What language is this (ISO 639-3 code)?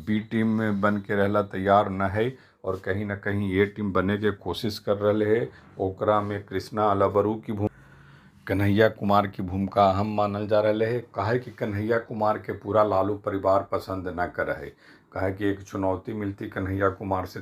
mag